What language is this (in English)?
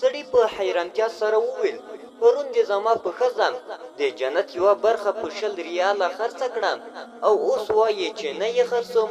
Pashto